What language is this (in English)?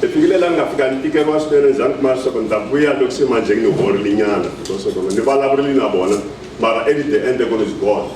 Tsonga